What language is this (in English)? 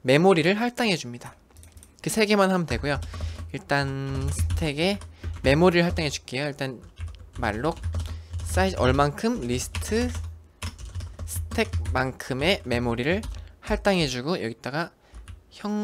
Korean